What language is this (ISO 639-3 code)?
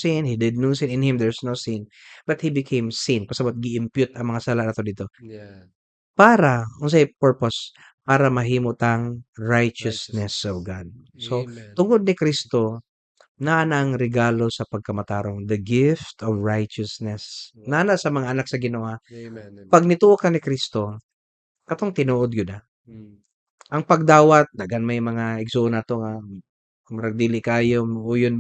ceb